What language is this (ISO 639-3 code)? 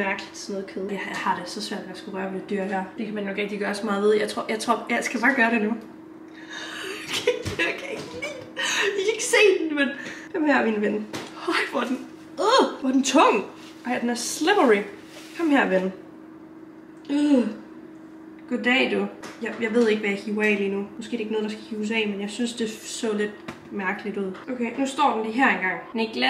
dan